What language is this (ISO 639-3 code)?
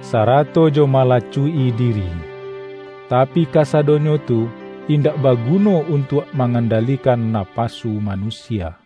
min